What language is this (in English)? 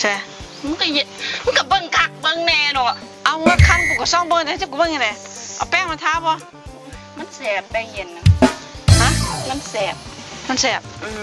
Northeastern Thai